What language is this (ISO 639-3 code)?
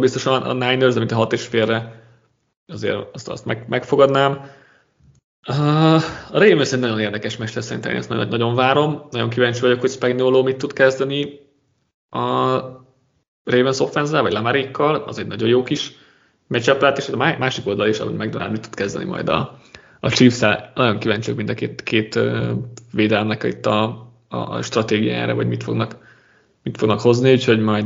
hun